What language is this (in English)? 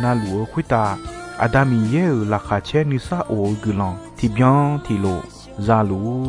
Akha